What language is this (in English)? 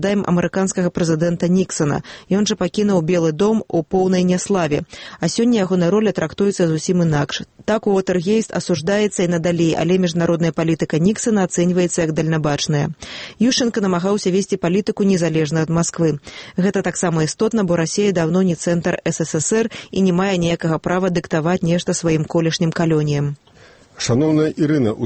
Belarusian